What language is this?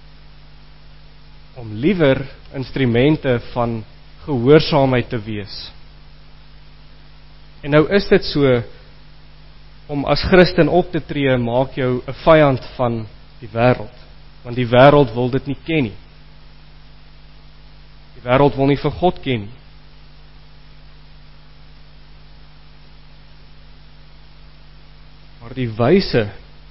Afrikaans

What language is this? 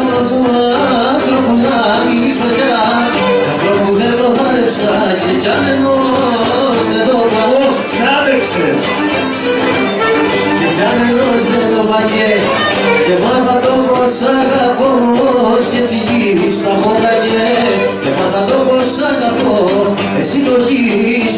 Greek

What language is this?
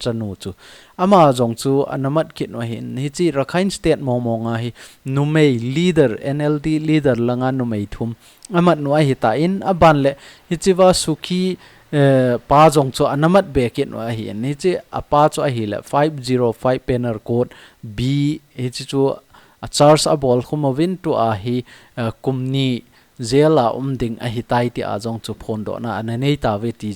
Thado Chin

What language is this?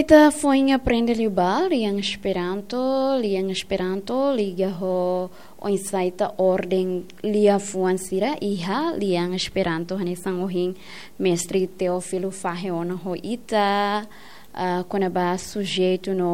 Tetum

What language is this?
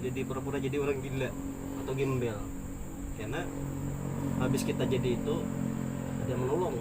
Banjar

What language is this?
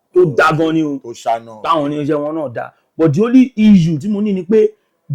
Yoruba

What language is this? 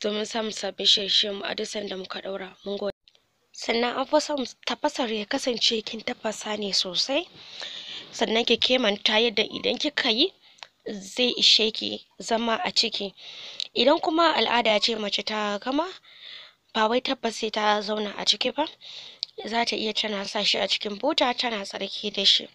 Hausa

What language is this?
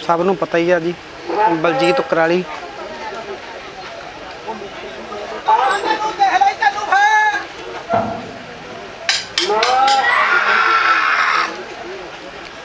Punjabi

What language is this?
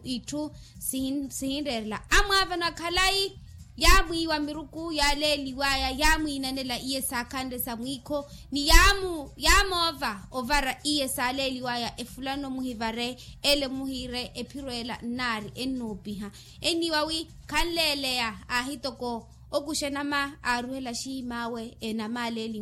Makhuwa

